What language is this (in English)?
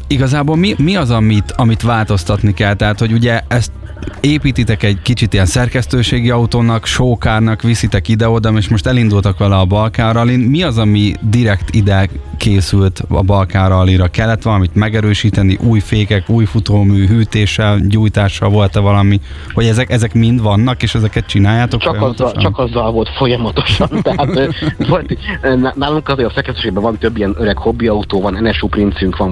Hungarian